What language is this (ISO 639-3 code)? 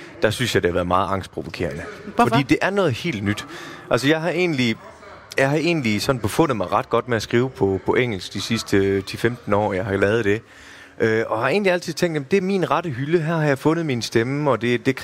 dan